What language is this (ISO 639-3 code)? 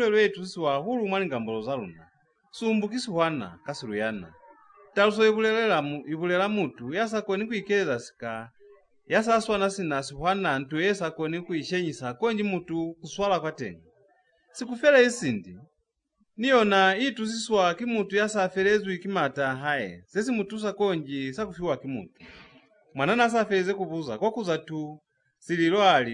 loz